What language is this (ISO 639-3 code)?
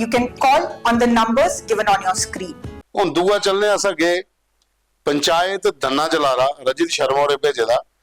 doi